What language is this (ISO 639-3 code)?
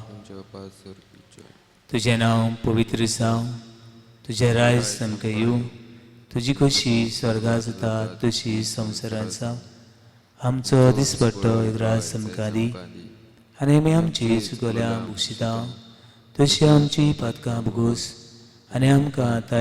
kok